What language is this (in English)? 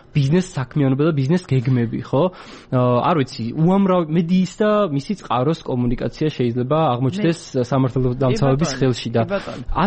Georgian